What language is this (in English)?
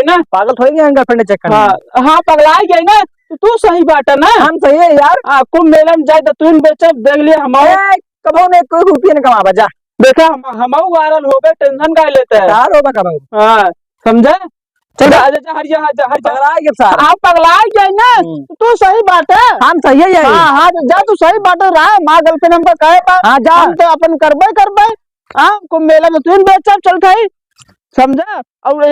Awadhi